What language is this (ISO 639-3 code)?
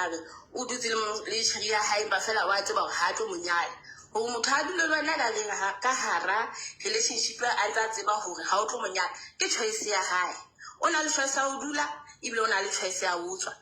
sot